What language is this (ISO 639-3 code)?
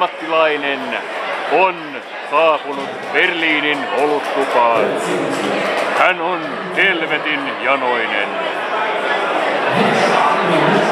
fin